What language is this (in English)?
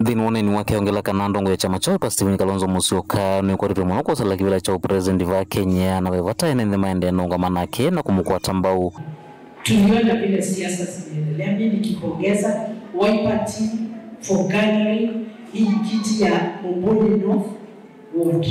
Kamba